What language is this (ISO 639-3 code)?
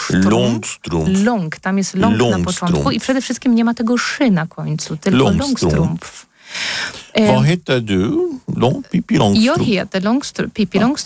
pol